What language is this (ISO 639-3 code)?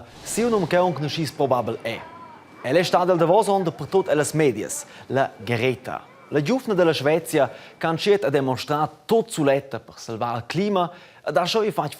roh